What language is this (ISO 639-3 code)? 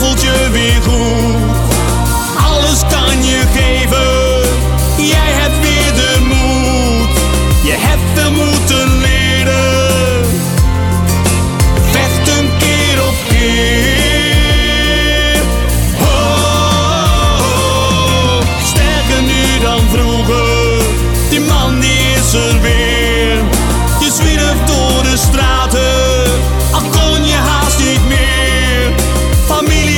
nld